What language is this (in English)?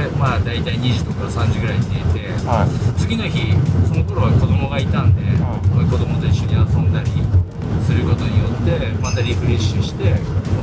Japanese